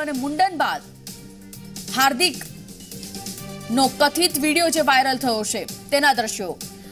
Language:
Gujarati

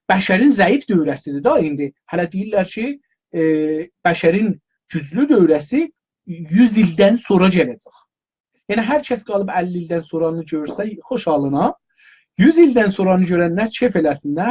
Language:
South Azerbaijani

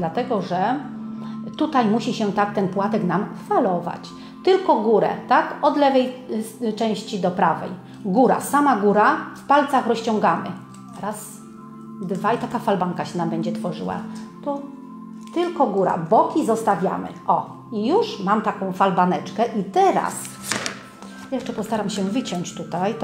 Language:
Polish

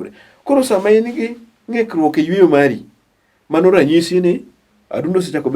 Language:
Luo (Kenya and Tanzania)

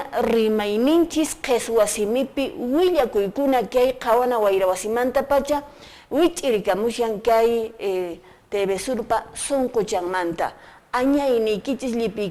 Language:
Quechua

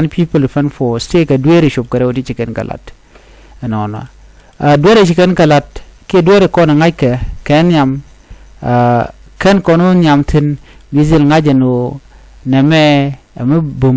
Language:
Nuer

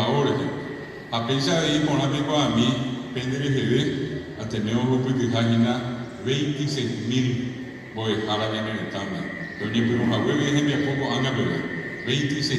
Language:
Guarani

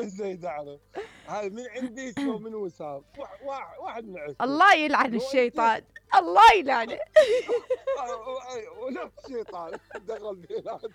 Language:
Mesopotamian Arabic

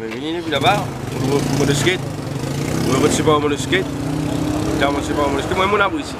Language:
Morisyen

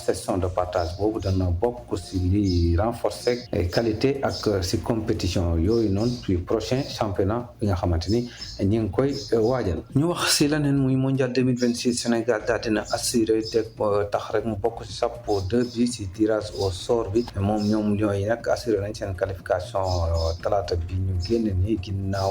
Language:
Wolof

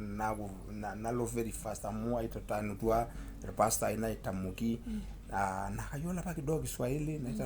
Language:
Masai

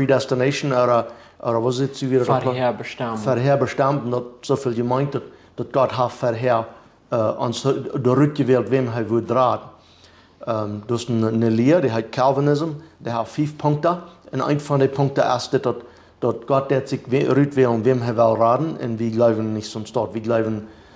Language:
Plautdietsch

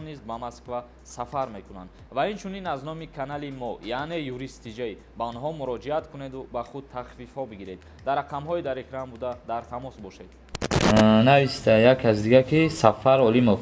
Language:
Tajik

